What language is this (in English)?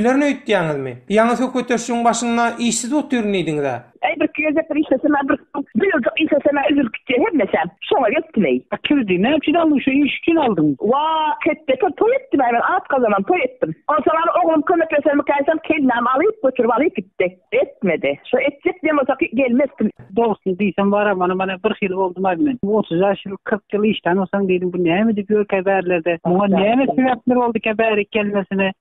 Turkmen